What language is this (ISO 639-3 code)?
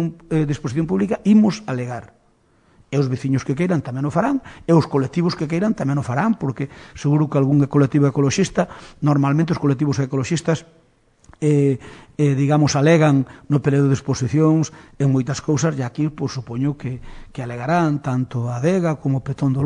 glg